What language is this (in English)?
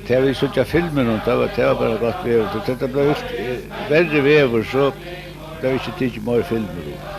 Faroese